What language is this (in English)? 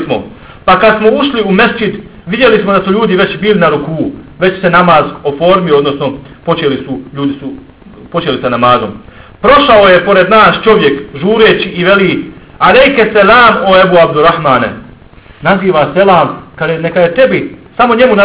Bosnian